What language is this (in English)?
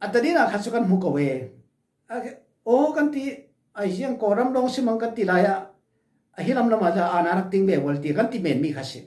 Falam Chin